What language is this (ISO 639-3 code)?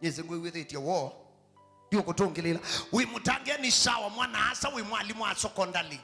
kam